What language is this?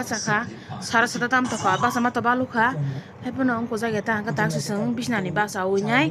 Kok Borok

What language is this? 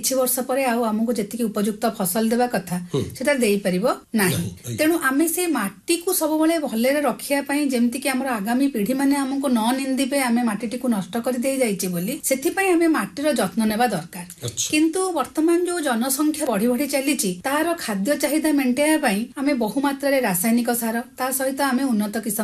Odia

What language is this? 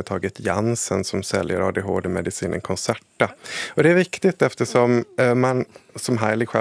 Swedish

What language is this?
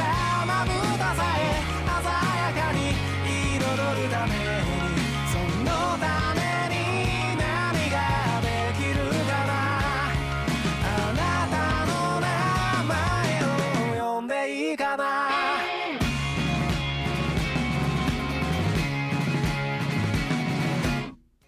Japanese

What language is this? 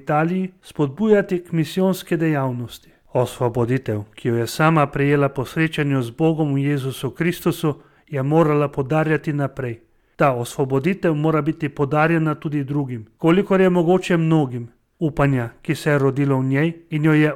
Slovenian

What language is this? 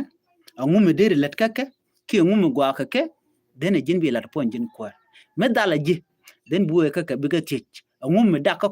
Nuer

